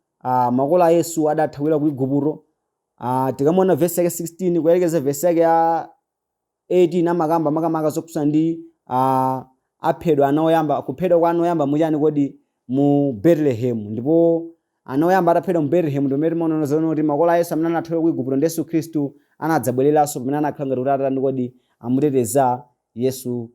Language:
Nyanja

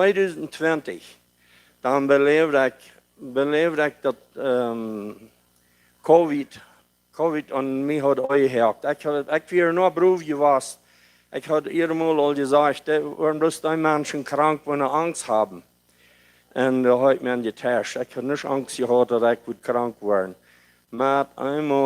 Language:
Plautdietsch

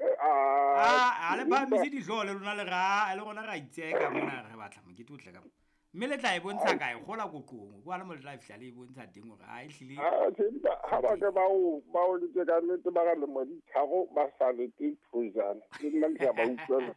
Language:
Southern Sotho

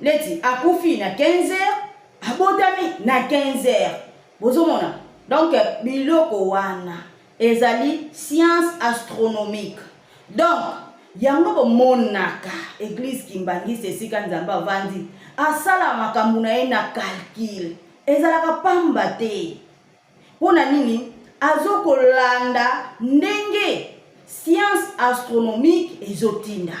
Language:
Lingala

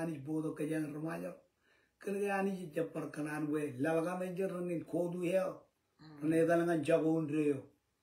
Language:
Marshallese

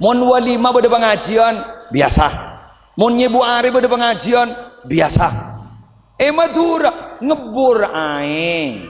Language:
Madurese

